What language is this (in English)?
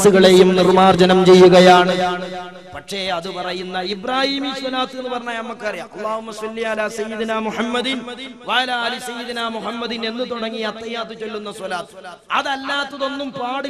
Malayalam